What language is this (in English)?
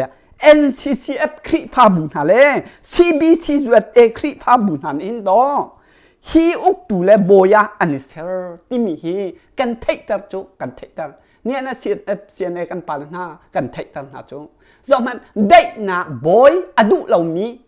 Hakha Chin